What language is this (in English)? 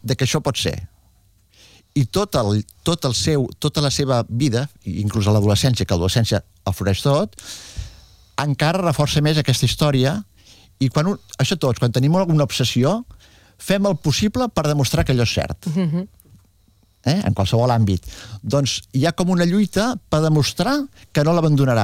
Catalan